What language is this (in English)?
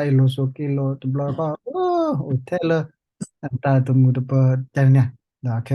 S'gaw Karen